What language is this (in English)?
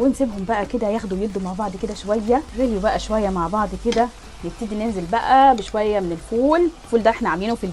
Egyptian Arabic